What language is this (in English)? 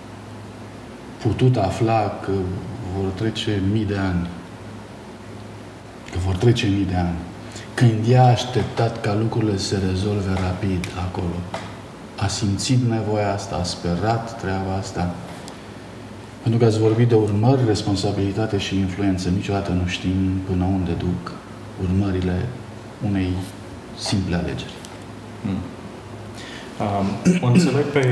Romanian